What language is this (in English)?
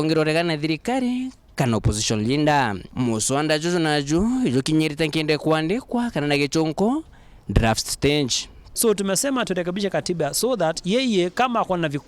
Meru